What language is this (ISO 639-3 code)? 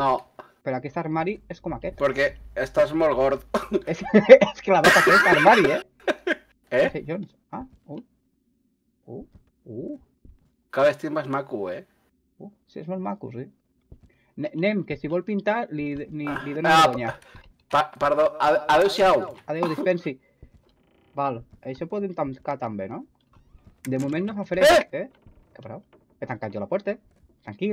cat